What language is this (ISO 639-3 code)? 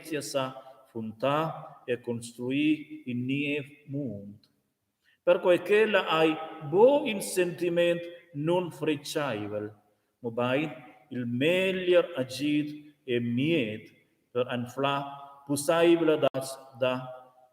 roh